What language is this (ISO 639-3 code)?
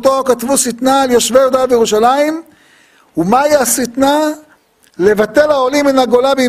heb